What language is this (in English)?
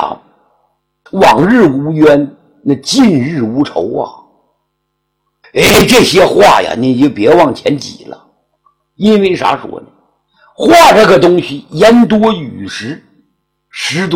Chinese